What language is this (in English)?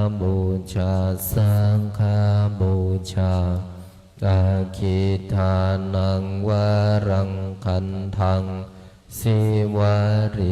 Pali